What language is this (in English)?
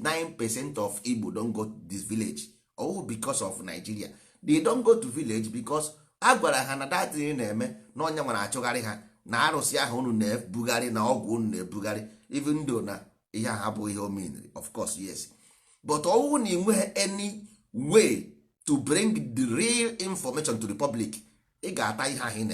Igbo